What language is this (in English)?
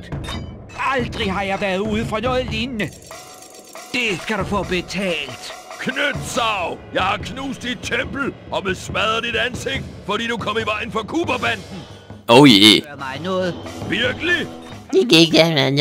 Danish